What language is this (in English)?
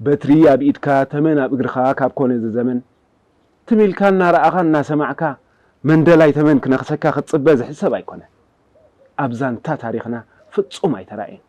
Tigrinya